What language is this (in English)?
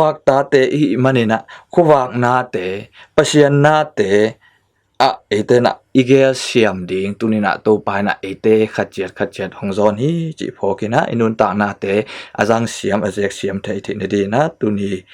Tedim Chin